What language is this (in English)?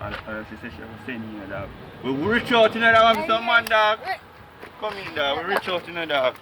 Jamaican Creole English